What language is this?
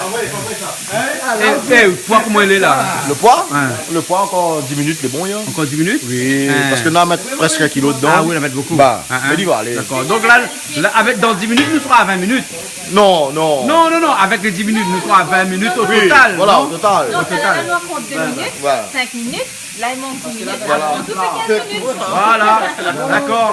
Réunion Creole French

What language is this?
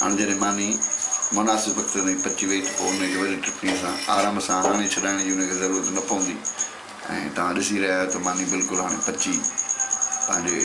Sindhi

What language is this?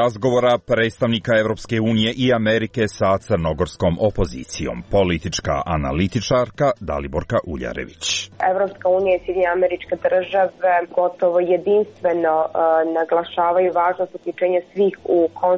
Serbian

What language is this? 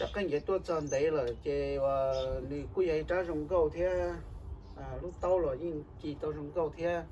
Hmong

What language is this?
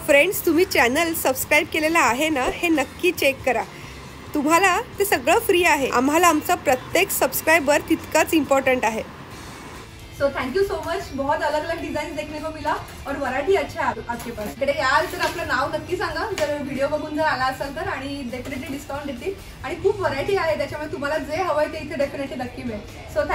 Marathi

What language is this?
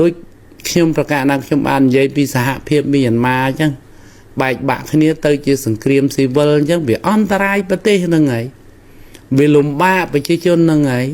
Khmer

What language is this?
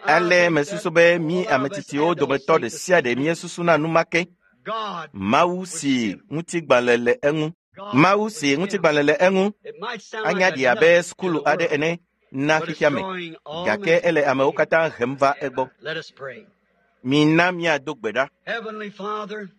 Ewe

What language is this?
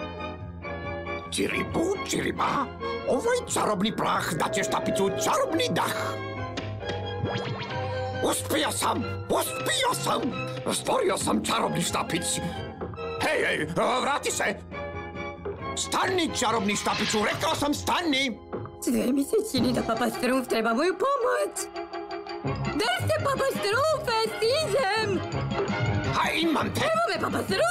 Croatian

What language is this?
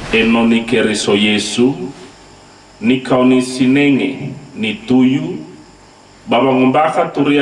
Nias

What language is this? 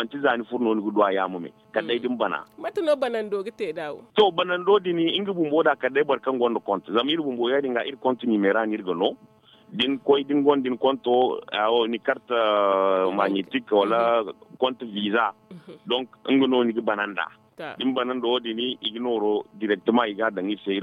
Zarma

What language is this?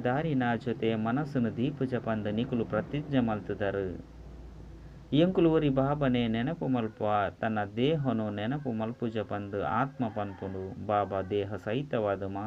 Tulu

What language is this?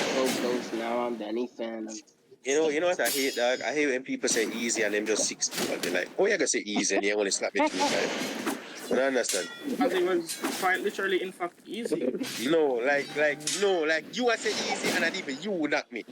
Jamaican Creole English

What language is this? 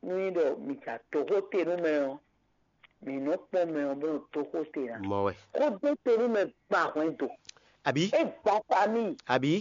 Fon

